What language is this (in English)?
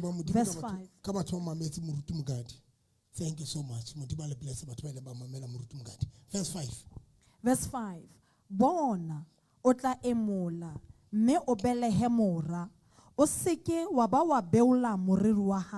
Southern Sotho